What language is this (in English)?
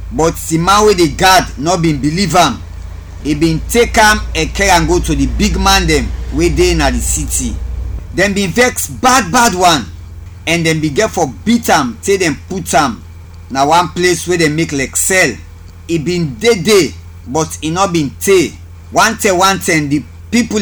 Krio